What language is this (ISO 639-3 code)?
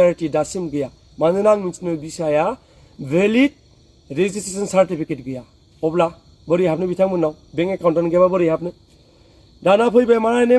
brx